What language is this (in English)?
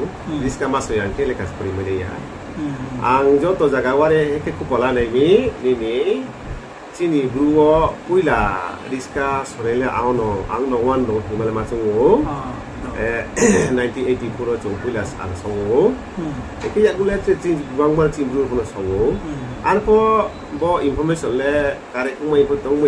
Riang (India)